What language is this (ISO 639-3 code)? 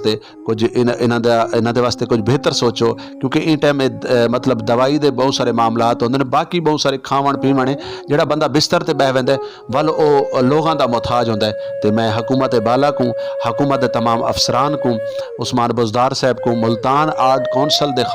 skr